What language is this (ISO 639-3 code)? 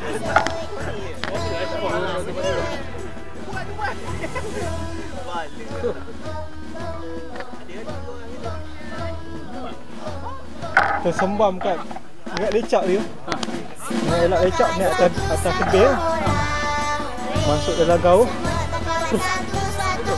msa